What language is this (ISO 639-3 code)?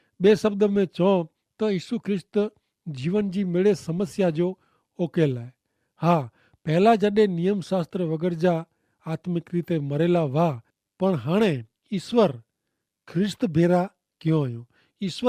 kfr